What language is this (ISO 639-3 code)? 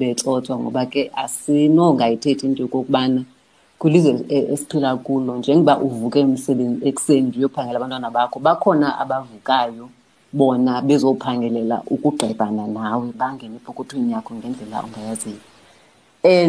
xho